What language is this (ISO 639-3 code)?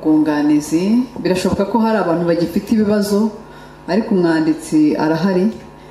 kin